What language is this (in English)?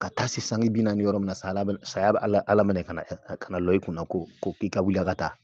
Bambara